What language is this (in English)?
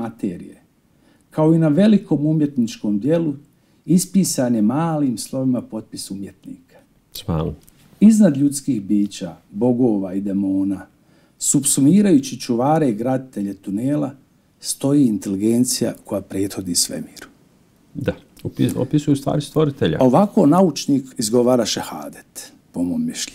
Bosnian